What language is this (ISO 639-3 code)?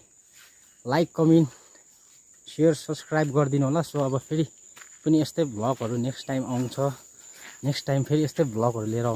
nep